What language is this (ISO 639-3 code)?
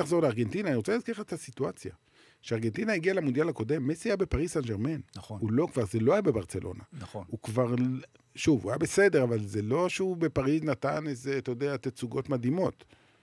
heb